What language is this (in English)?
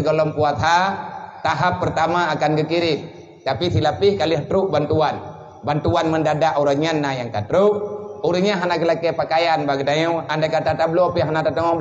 Achinese